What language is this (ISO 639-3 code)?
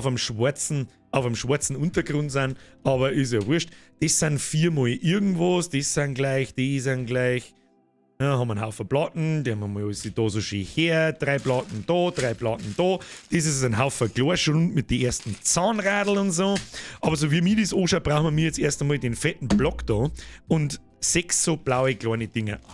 bar